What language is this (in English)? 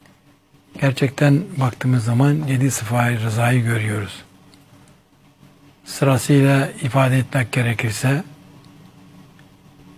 Turkish